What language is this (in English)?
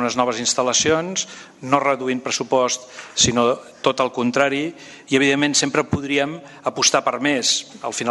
Catalan